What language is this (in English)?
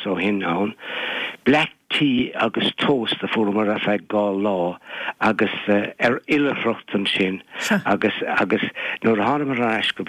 Irish